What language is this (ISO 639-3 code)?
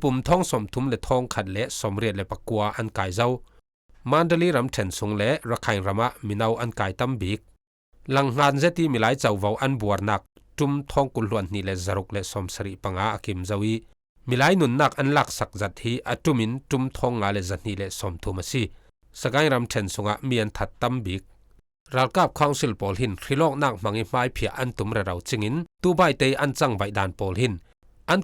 cfm